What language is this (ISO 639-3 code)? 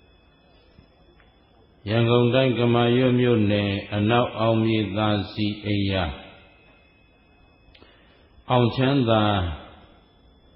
mya